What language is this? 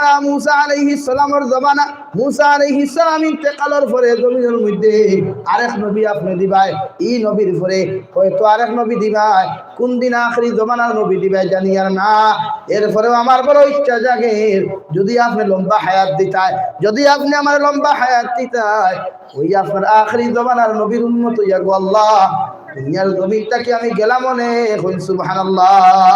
Sylheti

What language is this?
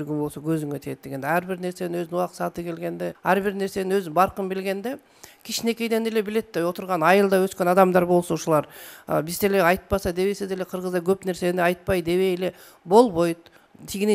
Kyrgyz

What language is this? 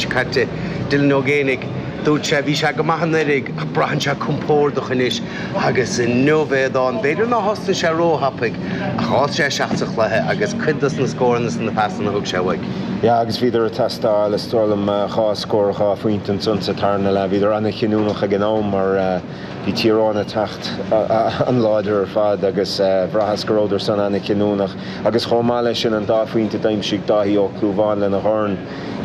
Irish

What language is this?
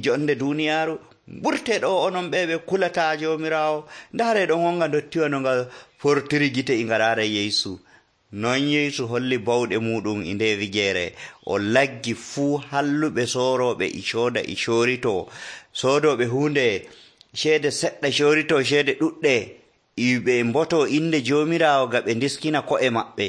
Nigerian Fulfulde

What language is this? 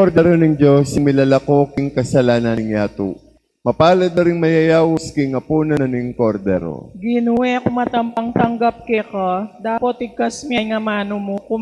Pampanga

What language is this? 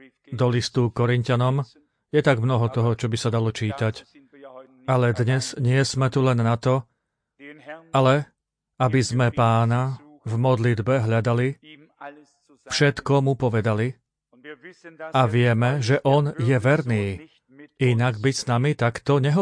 Slovak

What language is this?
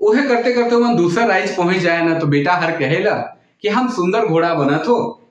Sadri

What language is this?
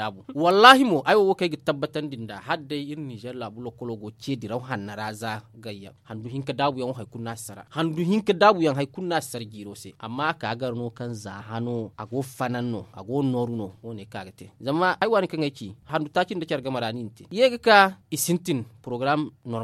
Zarma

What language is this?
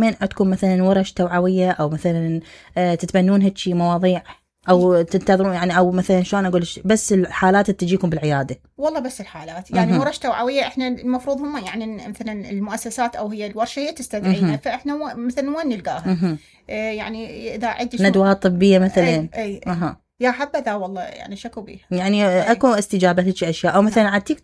Mesopotamian Arabic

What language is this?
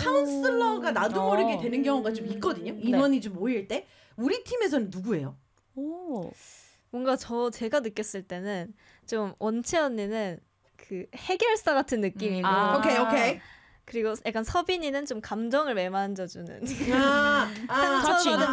Korean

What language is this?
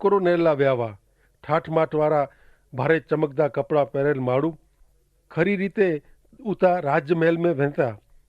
Kachhi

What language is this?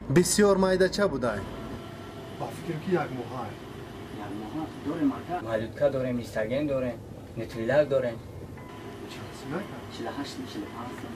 Tajik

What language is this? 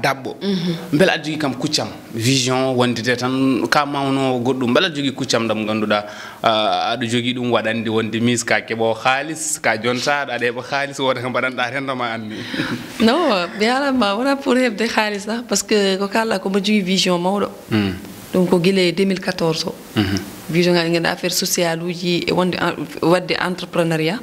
Fula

